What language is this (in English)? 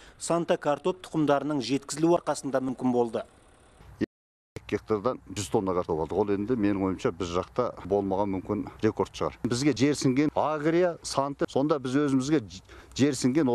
Kazakh